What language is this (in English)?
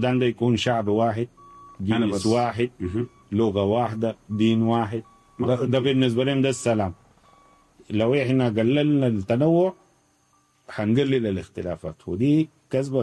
Sudanese Arabic